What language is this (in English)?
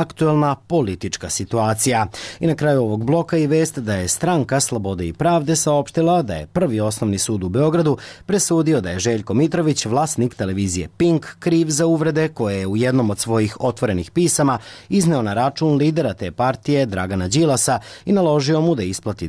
Serbian